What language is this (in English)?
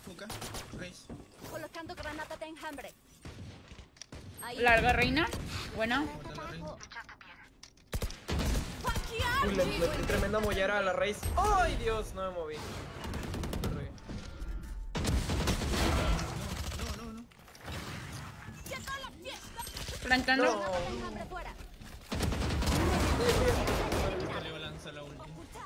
Spanish